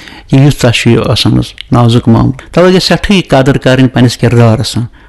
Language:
Kashmiri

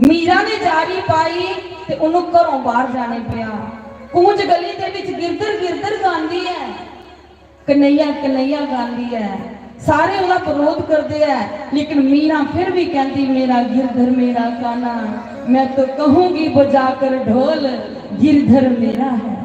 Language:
Dogri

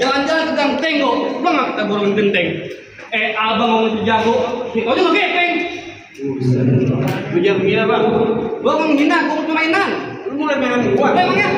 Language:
Betawi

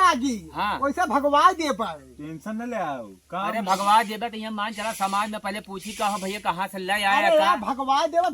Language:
Awadhi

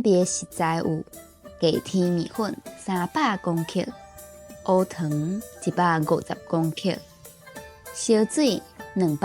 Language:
Min Nan Chinese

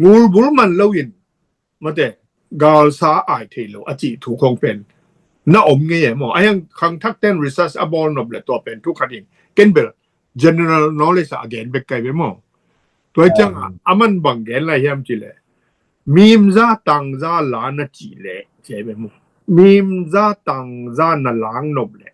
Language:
Tedim Chin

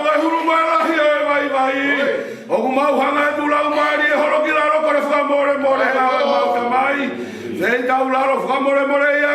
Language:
Tongan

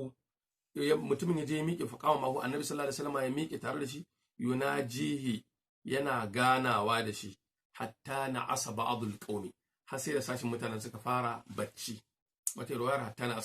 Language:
Hausa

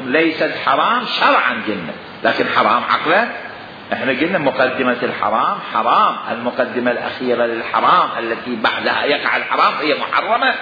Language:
Mesopotamian Arabic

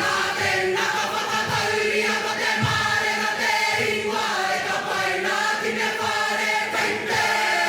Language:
Māori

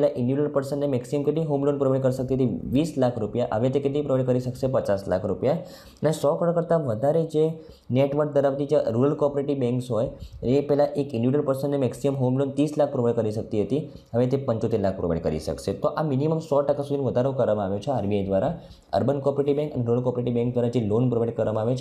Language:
Gujarati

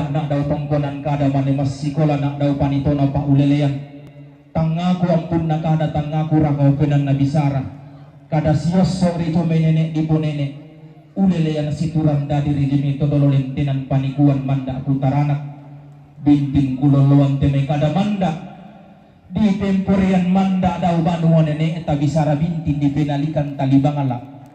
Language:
Toraja-Sa'dan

